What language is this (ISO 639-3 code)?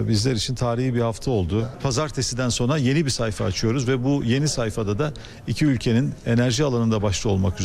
tur